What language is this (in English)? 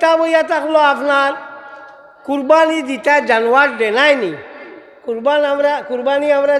Sylheti